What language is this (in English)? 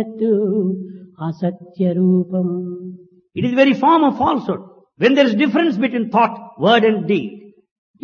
Telugu